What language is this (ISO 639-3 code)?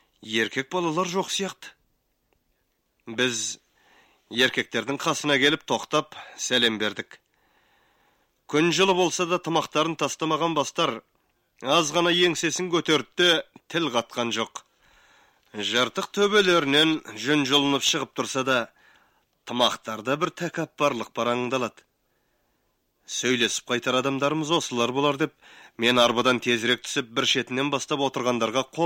kaz